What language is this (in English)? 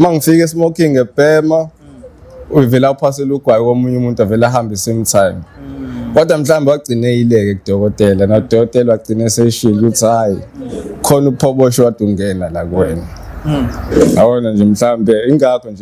Zulu